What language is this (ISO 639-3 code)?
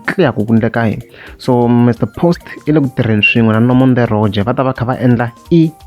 tso